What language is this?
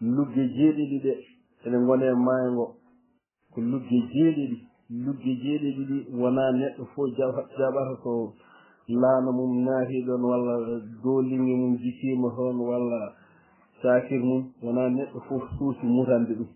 Fula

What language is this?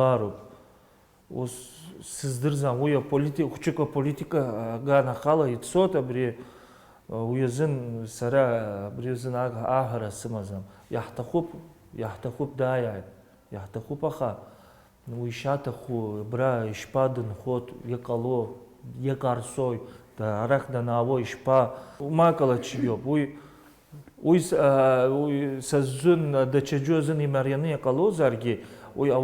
Abkhazian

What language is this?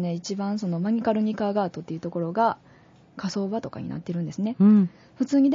Japanese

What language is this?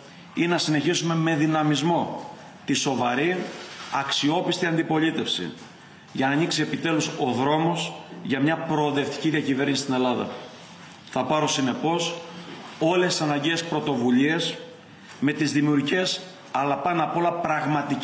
Greek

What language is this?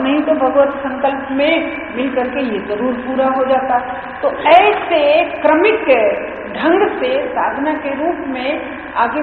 Hindi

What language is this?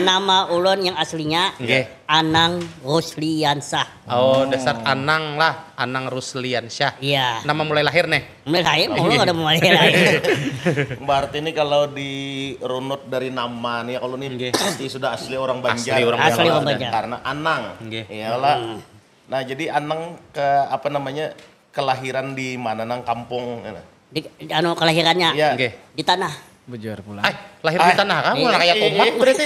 Banjar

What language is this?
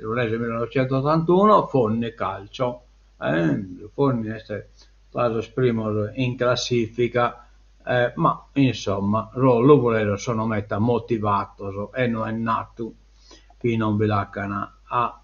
Sardinian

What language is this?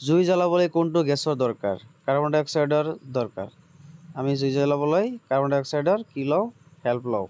Assamese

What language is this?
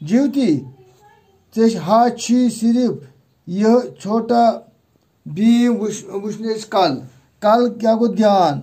Kashmiri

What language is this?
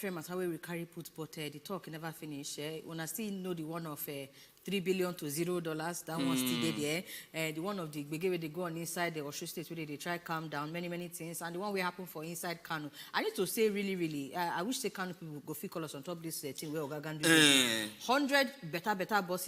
Nigerian Pidgin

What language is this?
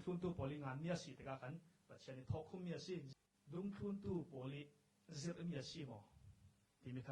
Falam Chin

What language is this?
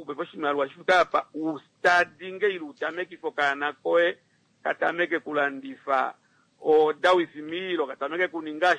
Kuanyama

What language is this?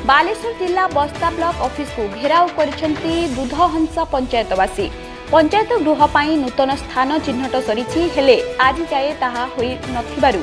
Odia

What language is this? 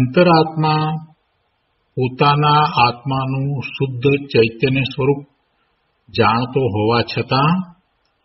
Gujarati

